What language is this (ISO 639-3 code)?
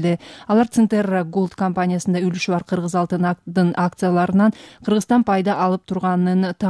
kir